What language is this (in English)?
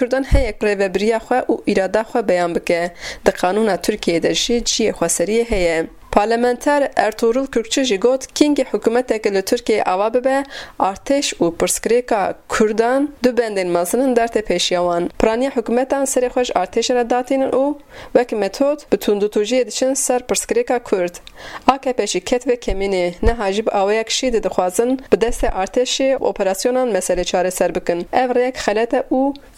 Kurdish